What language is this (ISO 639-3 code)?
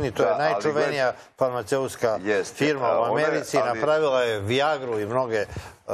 srp